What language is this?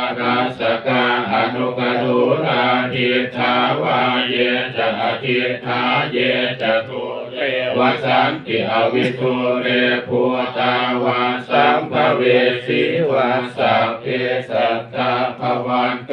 Pali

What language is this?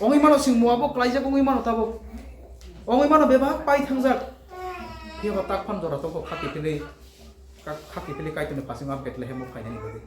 Kok Borok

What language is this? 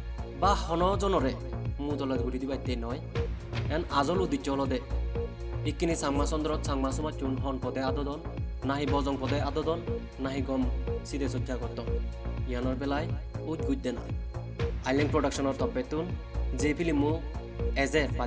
Chakma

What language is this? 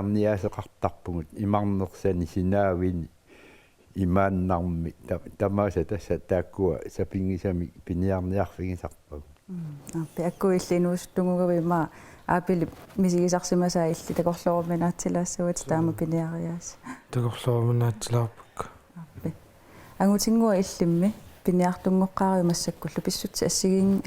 Kalaallisut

